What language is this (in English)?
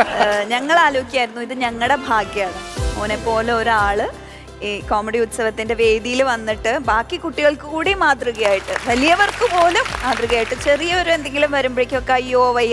Malayalam